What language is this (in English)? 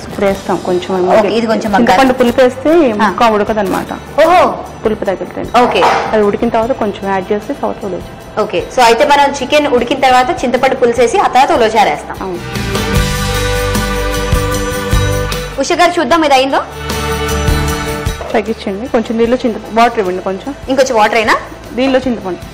Telugu